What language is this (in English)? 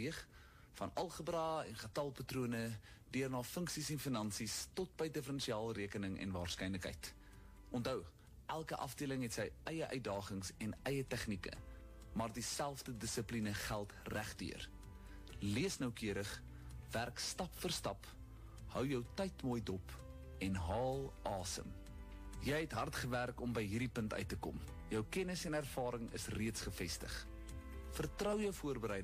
Afrikaans